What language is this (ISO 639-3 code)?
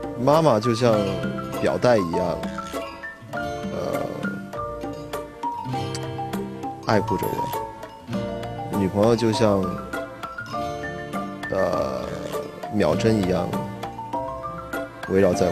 zho